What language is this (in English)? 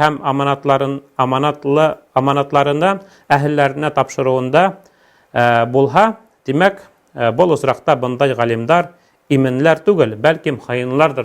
Bashkir